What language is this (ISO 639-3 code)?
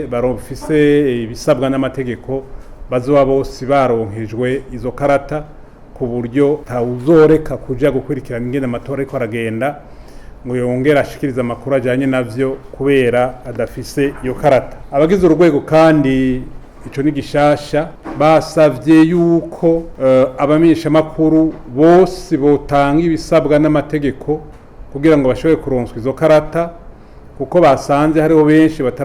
run